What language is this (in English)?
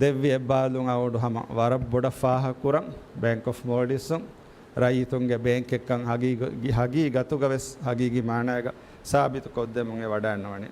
Divehi